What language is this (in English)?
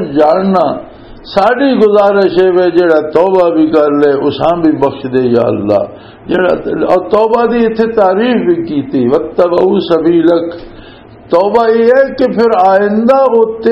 Western Panjabi